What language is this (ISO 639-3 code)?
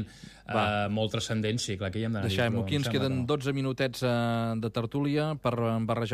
cat